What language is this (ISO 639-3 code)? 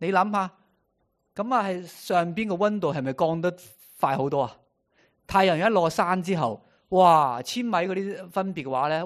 yue